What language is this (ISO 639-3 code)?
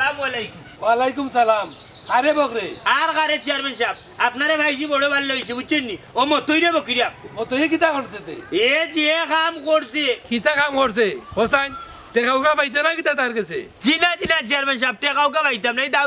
syl